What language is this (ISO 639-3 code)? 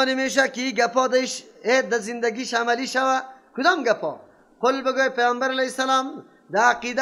fas